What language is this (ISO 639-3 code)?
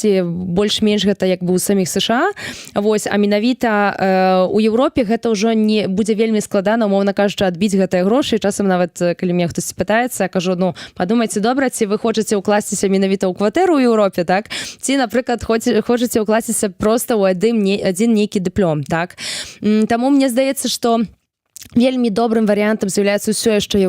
bel